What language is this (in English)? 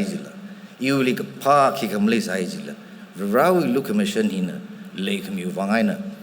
Tangkhul Naga (India)